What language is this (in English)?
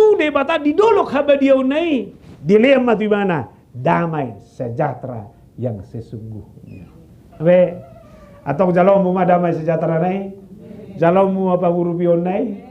Batak Toba